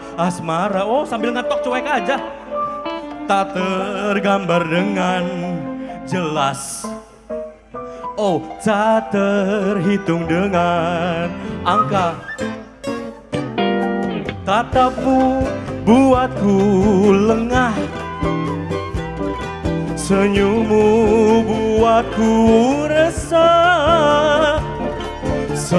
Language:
Indonesian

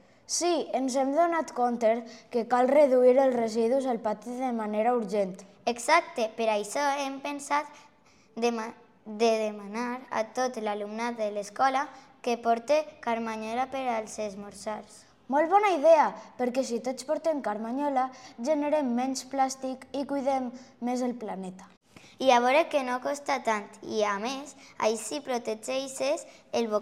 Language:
Catalan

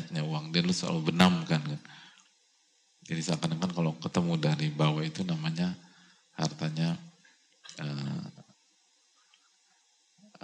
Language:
Indonesian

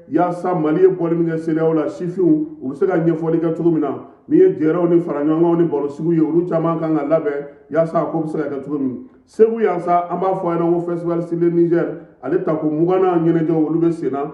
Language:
Bambara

